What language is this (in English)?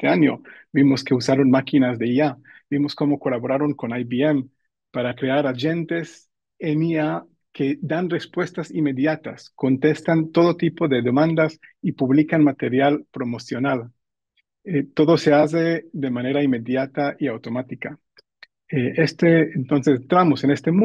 Ladino